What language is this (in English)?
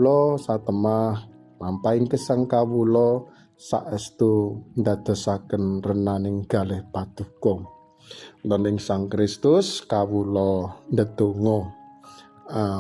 Javanese